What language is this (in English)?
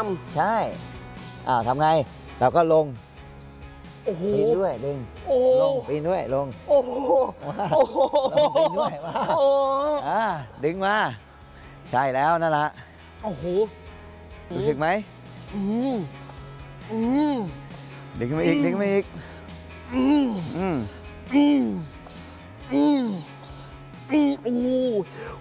Thai